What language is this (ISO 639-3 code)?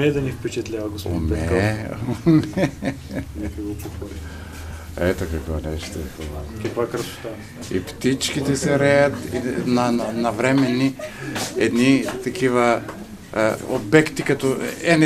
bul